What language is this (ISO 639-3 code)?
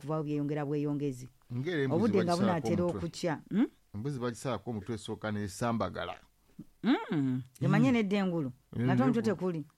lug